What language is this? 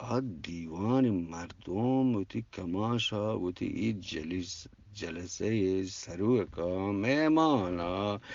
Eastern Balochi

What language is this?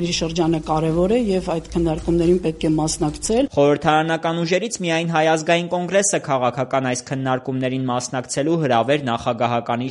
Armenian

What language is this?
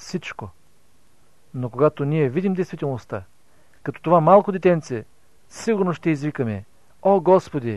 Bulgarian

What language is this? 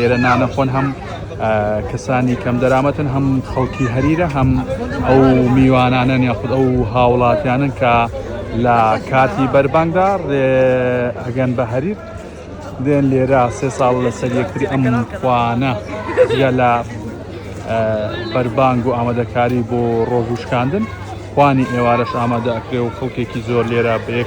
Central Kurdish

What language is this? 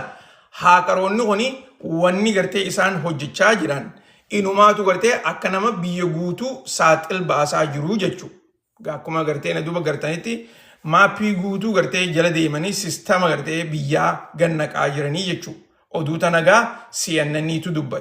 Oromo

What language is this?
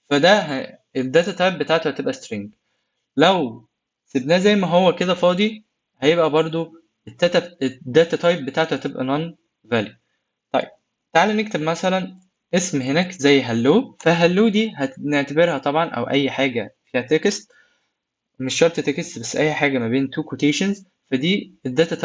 Egyptian Arabic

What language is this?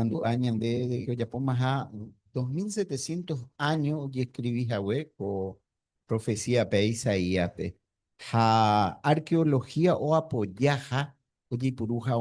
Guarani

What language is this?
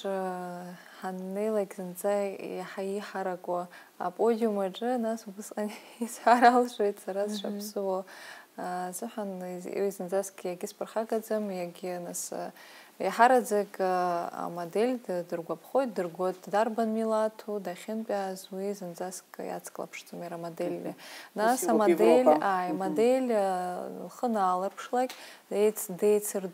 Abkhazian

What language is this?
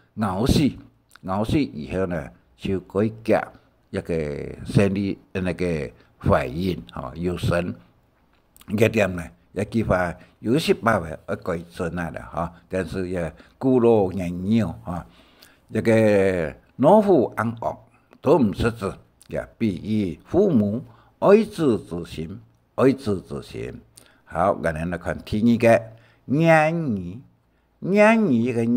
Hakka Chinese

